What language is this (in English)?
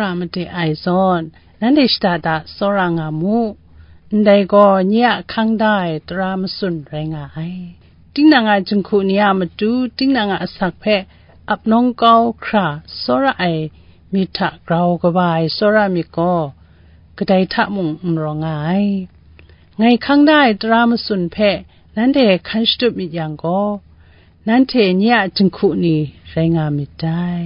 Kachin